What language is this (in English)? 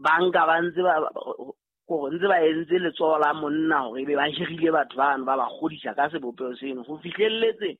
Southern Sotho